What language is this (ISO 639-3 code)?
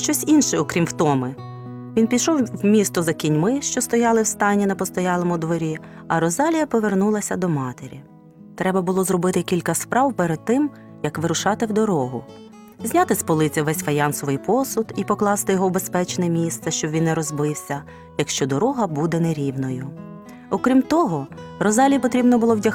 ukr